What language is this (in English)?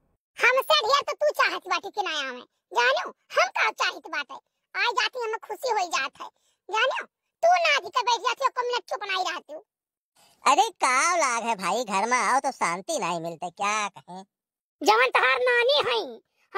Awadhi